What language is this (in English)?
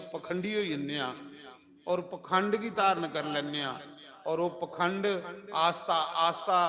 Dogri